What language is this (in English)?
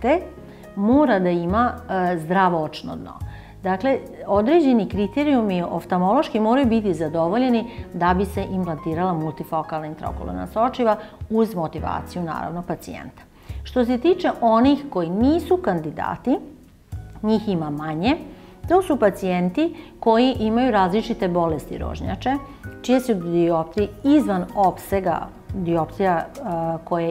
Serbian